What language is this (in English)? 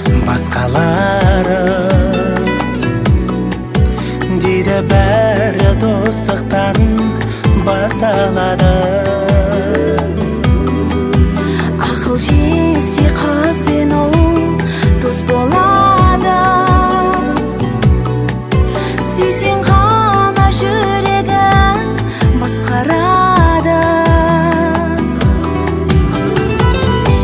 Kazakh